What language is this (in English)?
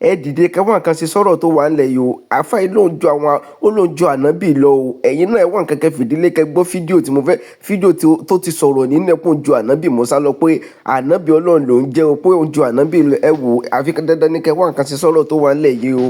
Yoruba